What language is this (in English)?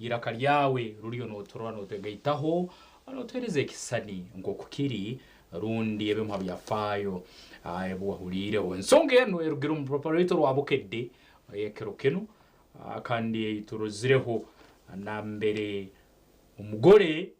Nyankole